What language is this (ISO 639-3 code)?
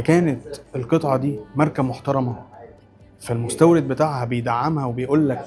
arz